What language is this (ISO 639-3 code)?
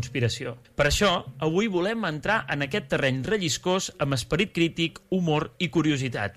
cat